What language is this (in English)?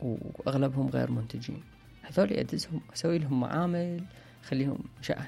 Mesopotamian Arabic